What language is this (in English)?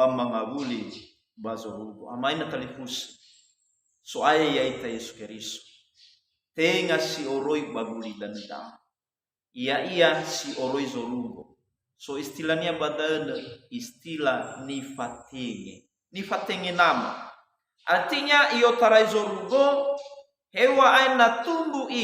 Nias